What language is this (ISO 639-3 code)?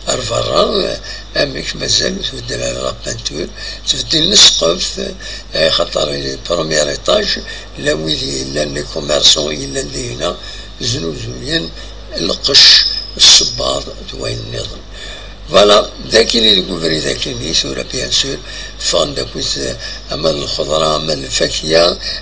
kab